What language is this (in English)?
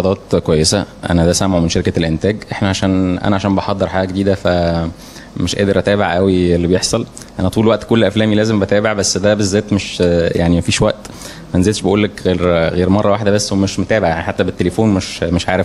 Egyptian Arabic